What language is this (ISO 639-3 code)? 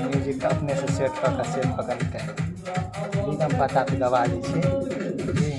mai